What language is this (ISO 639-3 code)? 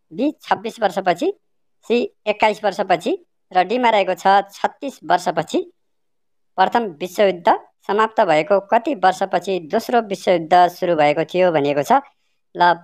nep